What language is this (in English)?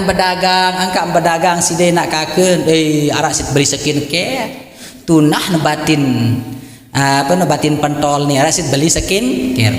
Sasak